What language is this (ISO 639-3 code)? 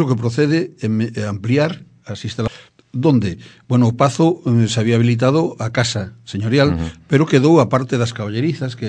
glg